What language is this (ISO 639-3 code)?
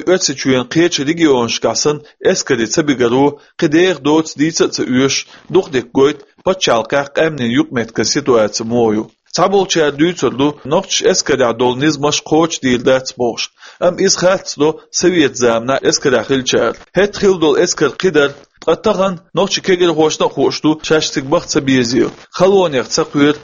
che